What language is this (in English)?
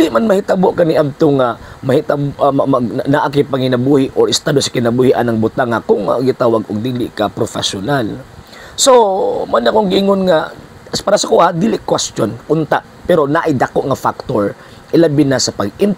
Cebuano